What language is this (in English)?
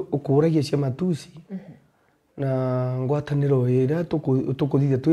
Meru